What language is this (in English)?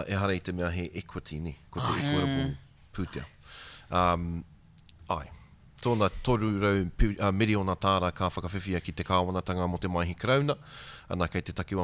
Māori